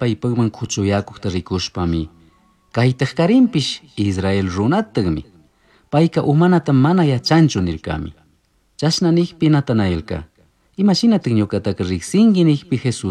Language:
Chimborazo Highland Quichua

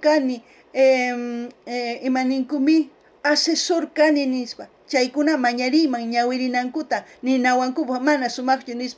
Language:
South Bolivian Quechua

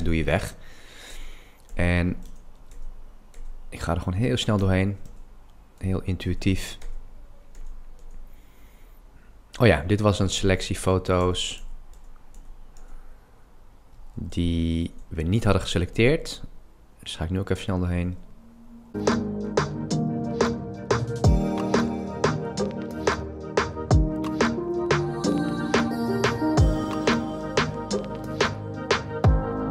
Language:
Dutch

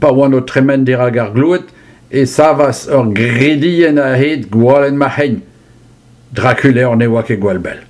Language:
Breton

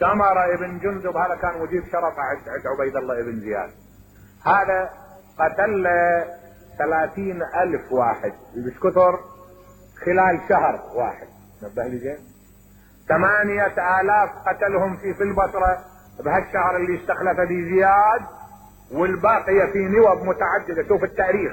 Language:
Mesopotamian Arabic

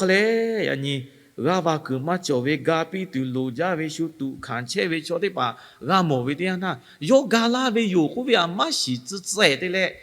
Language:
Lahu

